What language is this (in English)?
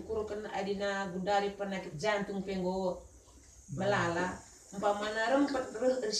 Batak Karo